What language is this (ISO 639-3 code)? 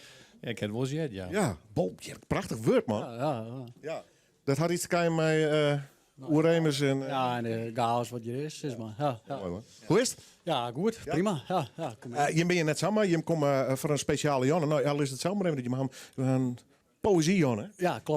fry